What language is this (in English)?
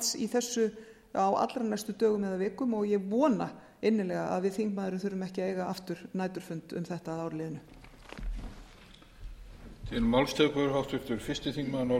Icelandic